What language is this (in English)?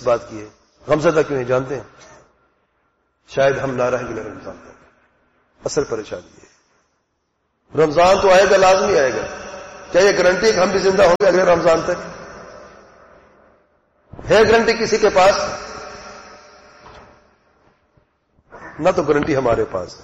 Urdu